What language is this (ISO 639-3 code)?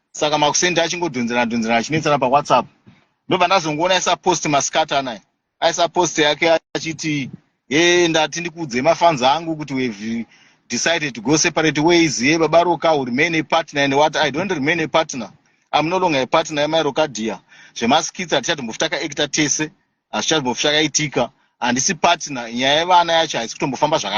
sna